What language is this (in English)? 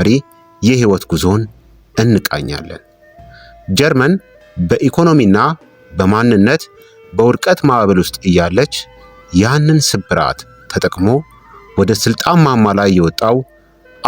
Amharic